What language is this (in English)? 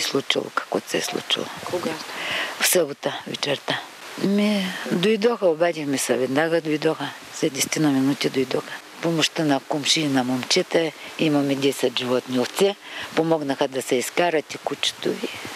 Bulgarian